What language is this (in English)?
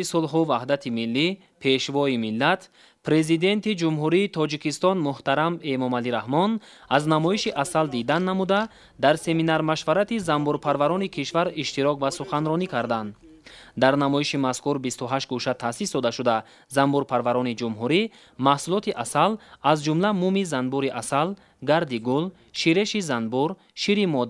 Tajik